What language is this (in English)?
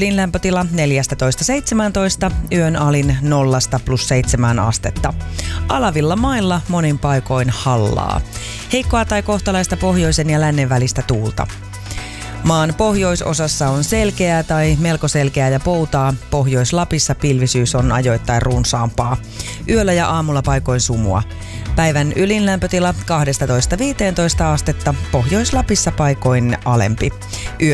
Finnish